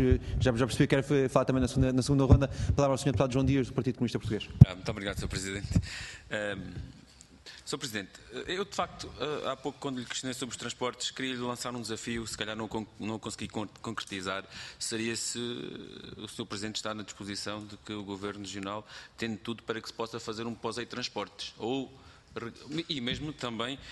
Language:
Portuguese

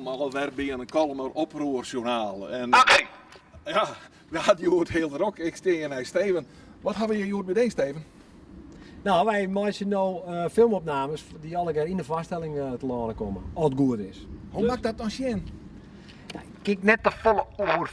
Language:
Western Frisian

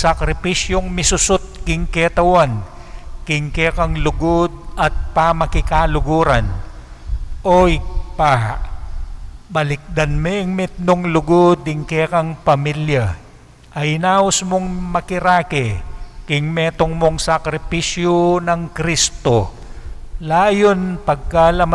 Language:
Pampanga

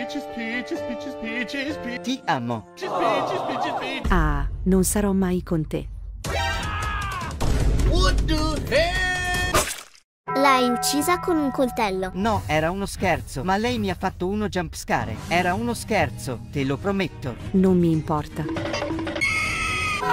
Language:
Italian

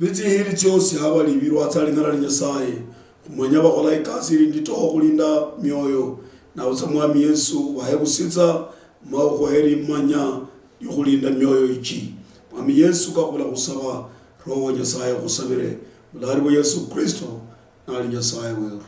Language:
Luyia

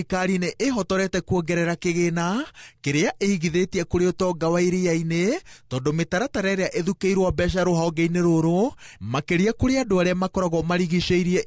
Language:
Kikuyu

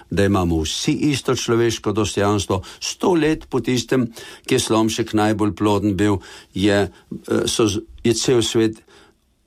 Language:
Slovenian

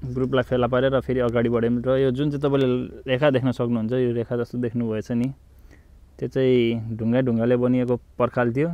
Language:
Nepali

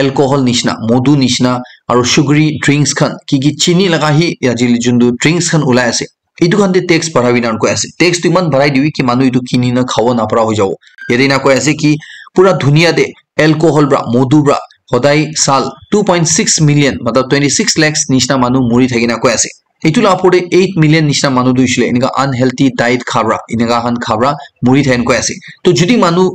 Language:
Naga Pidgin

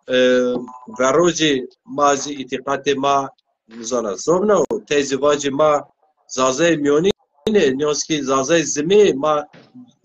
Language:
Zaza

